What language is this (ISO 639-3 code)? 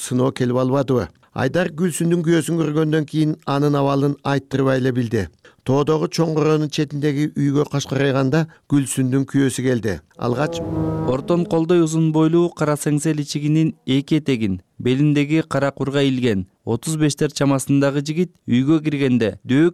kir